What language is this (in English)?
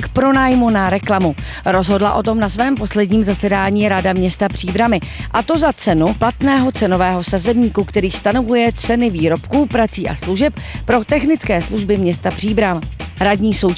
Czech